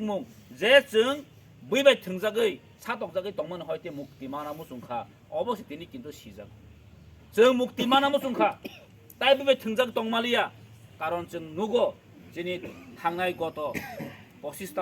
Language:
Kok Borok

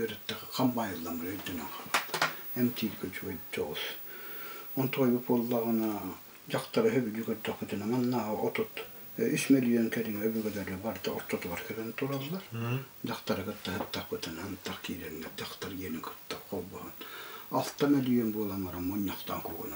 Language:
Yakut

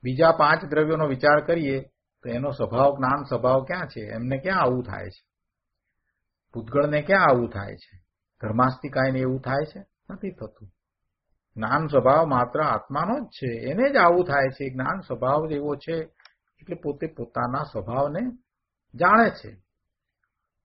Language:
Gujarati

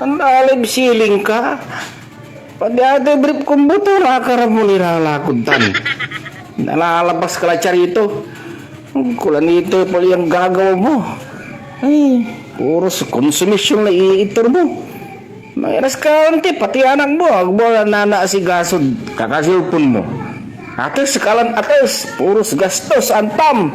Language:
Pangasinan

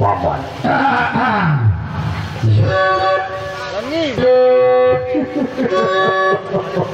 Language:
Sasak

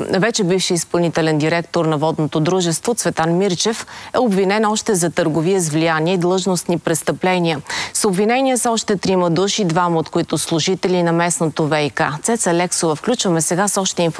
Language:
Bulgarian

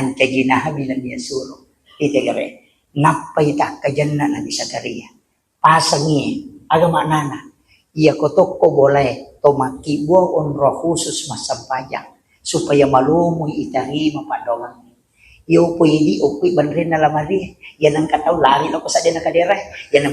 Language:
Buginese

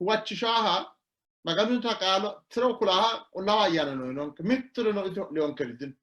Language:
Sidamo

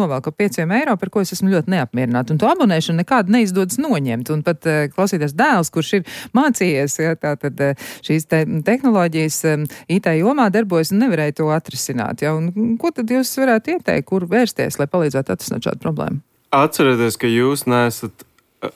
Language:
Latvian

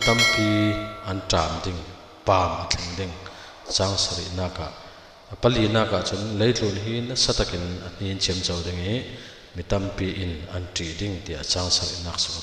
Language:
Falam Chin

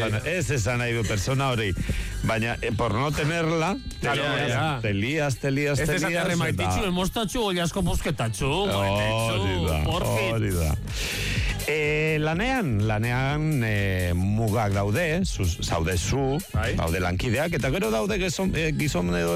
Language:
Basque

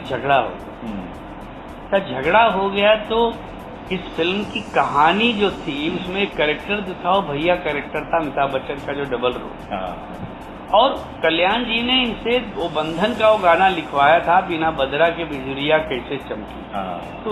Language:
Hindi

